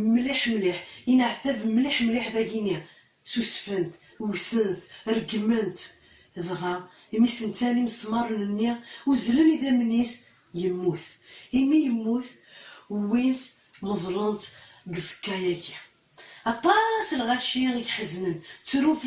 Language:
Kabyle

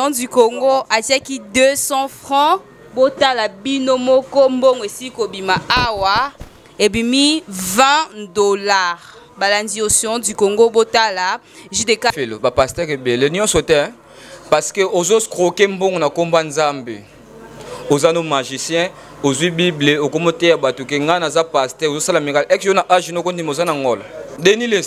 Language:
Lingala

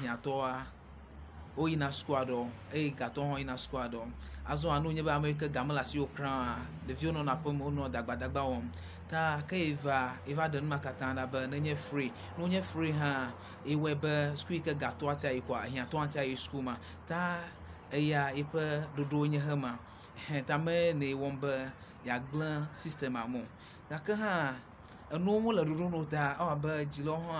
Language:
Ewe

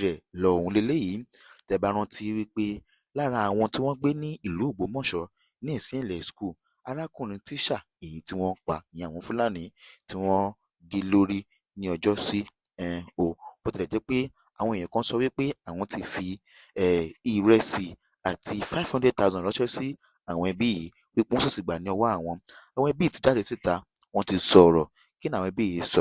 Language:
Yoruba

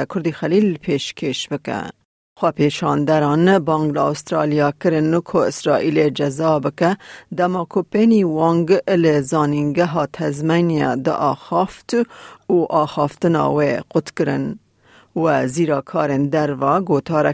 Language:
Kurdish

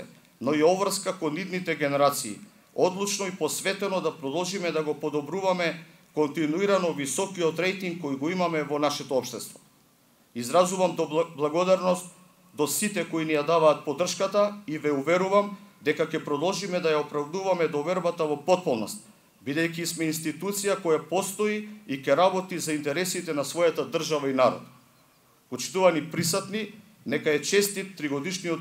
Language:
Macedonian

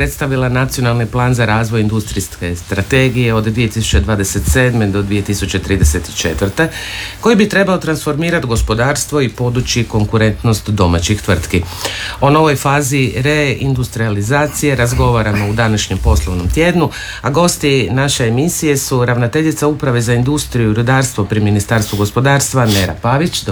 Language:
Croatian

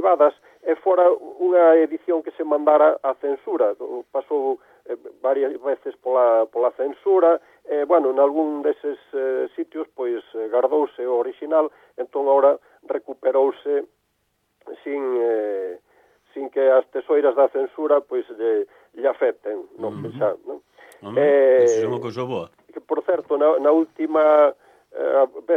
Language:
Galician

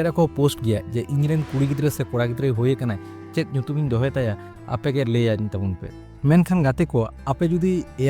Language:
Santali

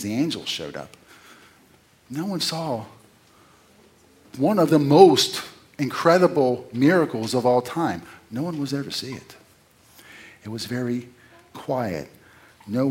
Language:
English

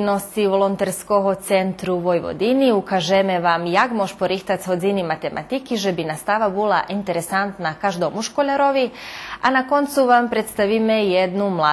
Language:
Rusyn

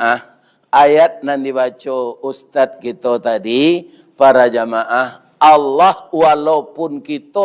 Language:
Minangkabau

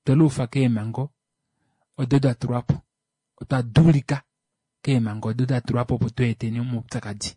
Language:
Kuanyama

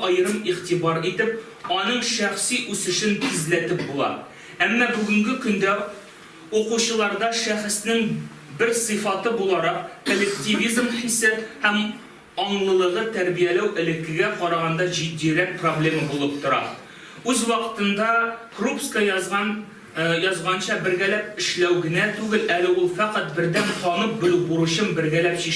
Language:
Tatar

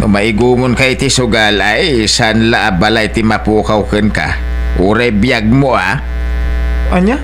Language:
Iloko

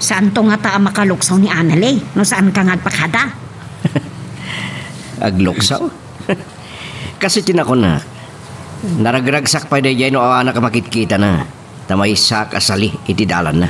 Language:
Iloko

